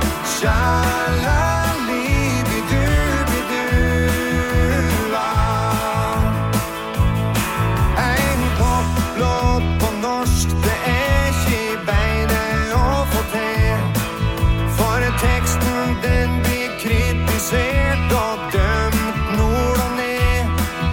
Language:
Norwegian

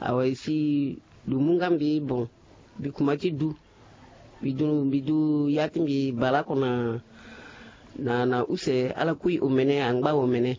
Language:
Sango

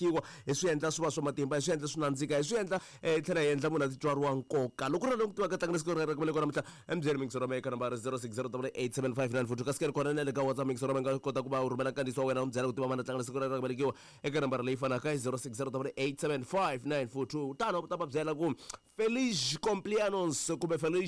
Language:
Tsonga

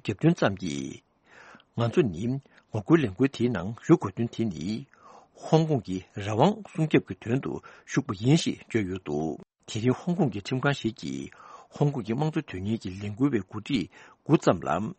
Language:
Tibetan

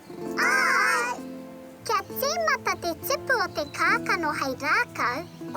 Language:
Māori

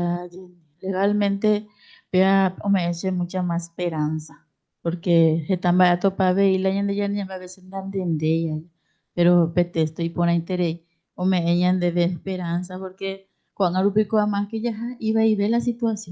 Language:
Guarani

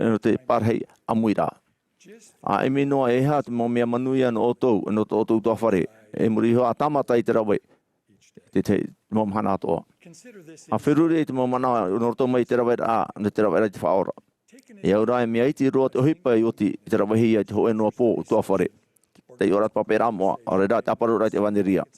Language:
Tahitian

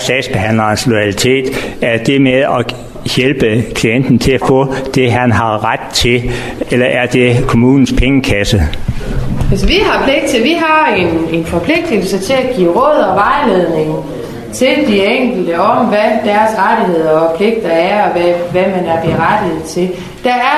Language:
Danish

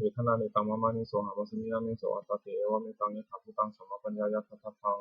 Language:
Pali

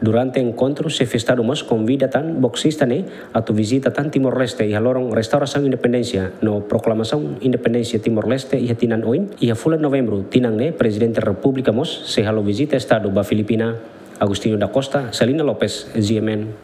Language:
Tetum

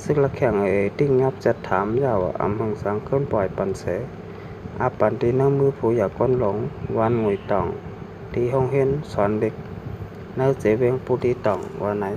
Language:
Shan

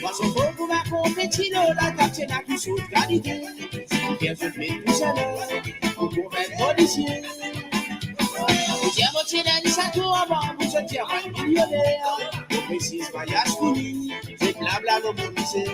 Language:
Morisyen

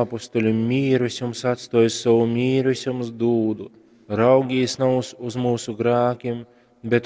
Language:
Latgalian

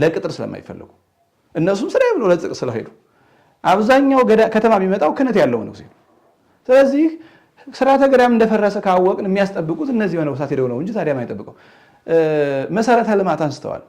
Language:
Amharic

